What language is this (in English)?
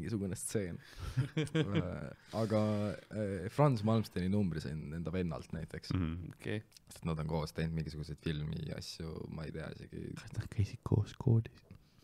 Estonian